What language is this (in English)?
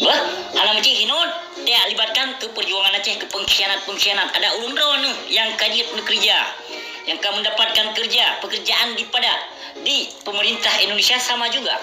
Achinese